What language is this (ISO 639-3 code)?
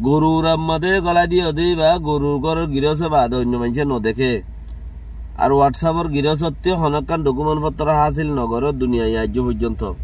rhg